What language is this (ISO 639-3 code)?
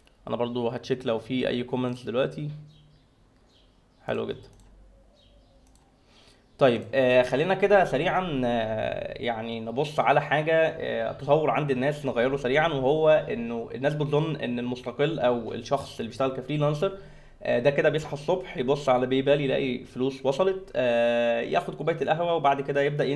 arz